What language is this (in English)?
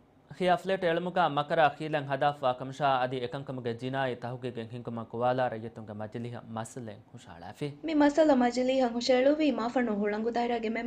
Divehi